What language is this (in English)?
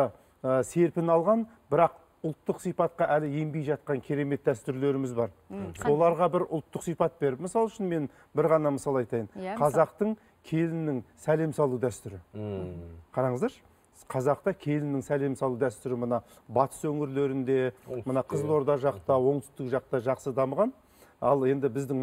Kazakh